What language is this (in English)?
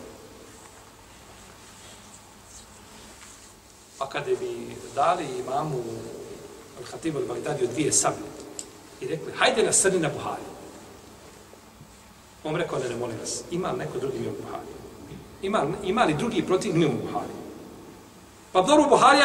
Bosnian